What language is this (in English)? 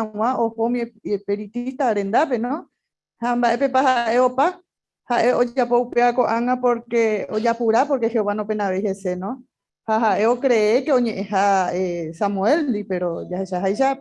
Guarani